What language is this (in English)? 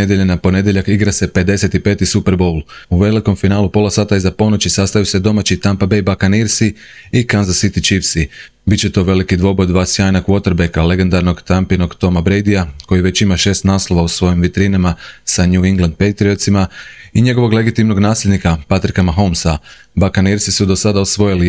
Croatian